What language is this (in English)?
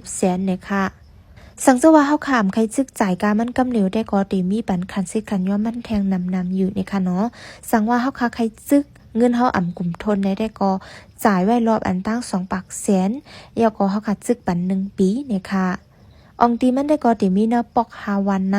Shan